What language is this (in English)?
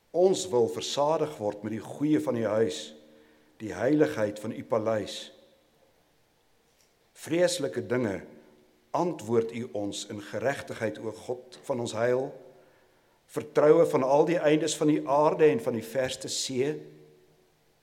Afrikaans